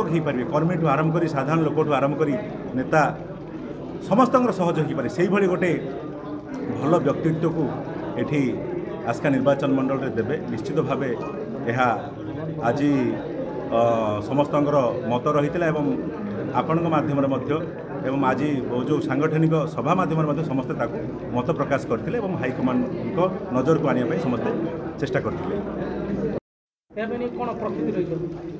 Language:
Odia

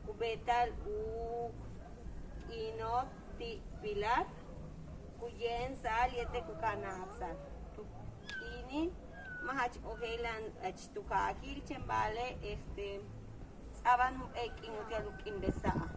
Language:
Yucateco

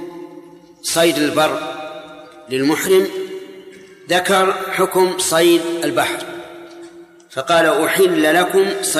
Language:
Arabic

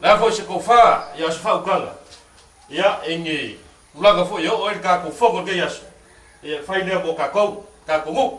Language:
Samoan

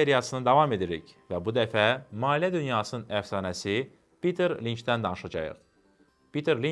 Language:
Azerbaijani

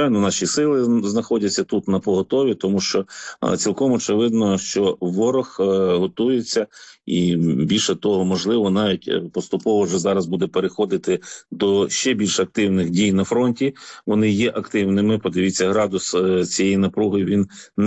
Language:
Ukrainian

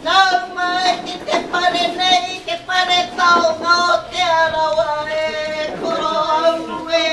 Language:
Māori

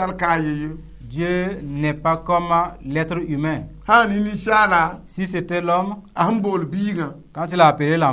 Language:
Mossi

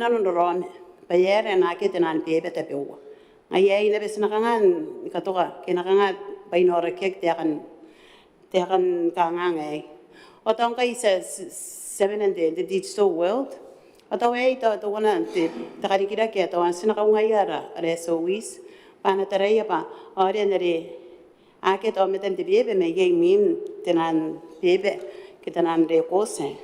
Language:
Gilbertese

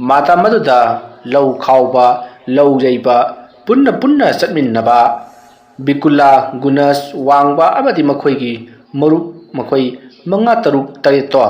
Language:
Manipuri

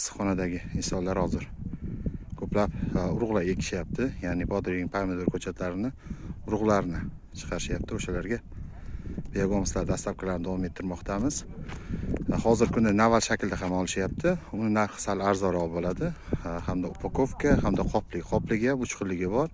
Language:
Uzbek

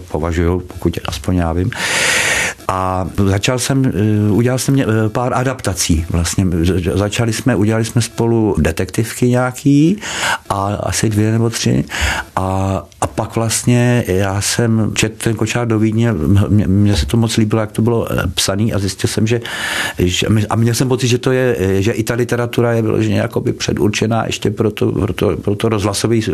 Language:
Czech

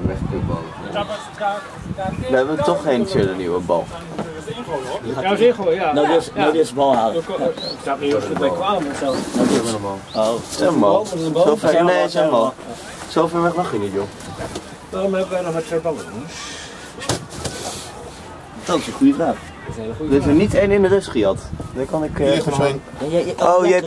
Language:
Dutch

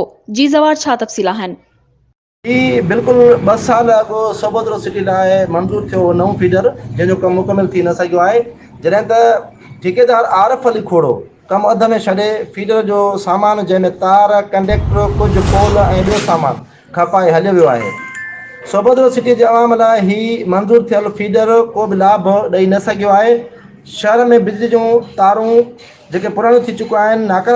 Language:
Sindhi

